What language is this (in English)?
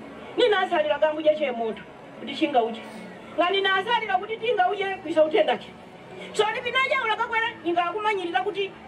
Nyanja